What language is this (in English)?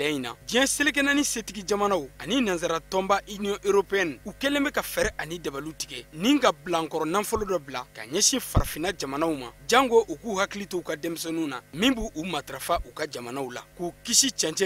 Bambara